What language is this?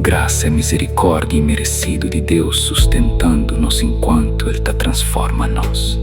Kabuverdianu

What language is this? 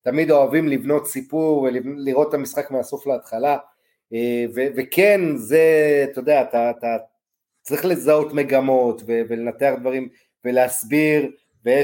Hebrew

